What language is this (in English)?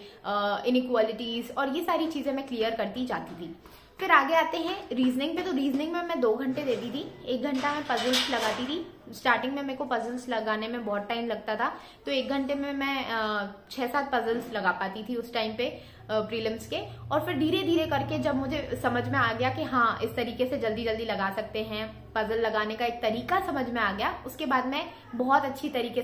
Hindi